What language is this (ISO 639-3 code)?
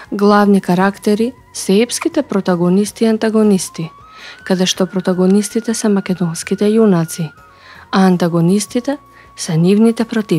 mkd